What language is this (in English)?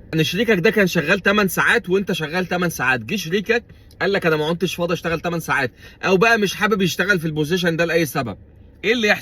Egyptian Arabic